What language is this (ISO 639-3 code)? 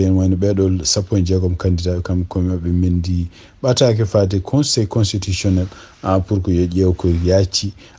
ful